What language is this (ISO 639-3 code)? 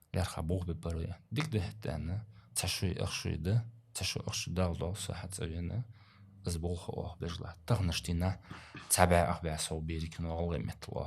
inh